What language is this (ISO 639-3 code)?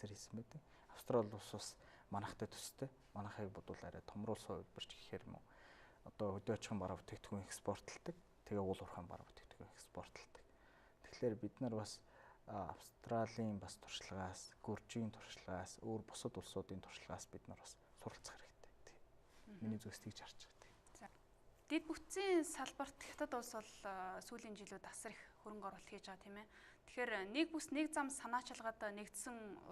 mon